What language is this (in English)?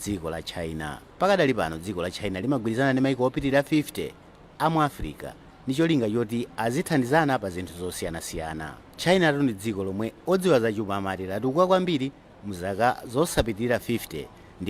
Nyanja